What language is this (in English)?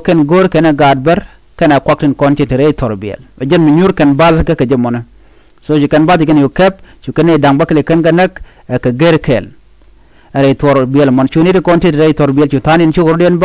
Nuer